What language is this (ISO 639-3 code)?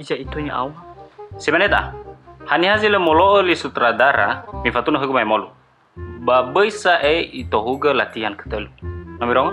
nia